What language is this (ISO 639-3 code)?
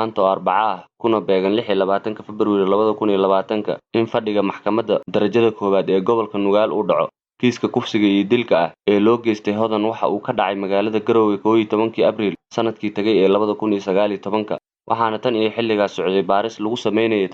som